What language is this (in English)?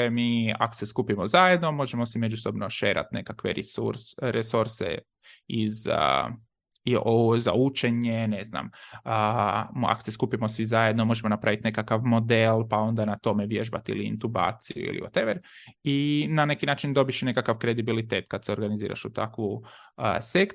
Croatian